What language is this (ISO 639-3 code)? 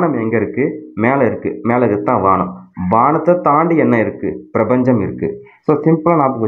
tam